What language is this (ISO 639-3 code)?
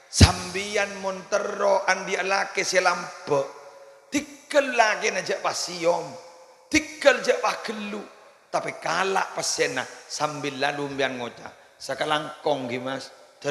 mad